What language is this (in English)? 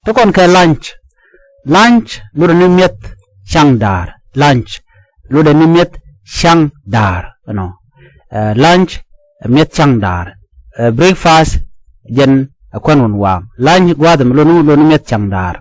Nuer